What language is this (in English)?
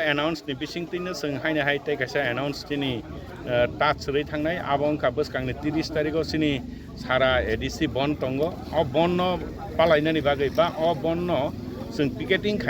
Kok Borok